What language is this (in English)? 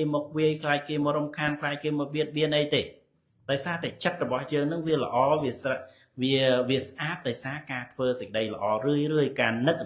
Khmer